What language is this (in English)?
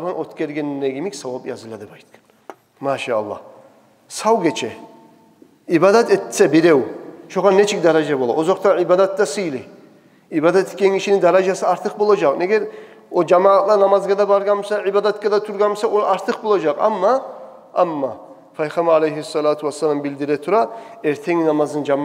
Kumyk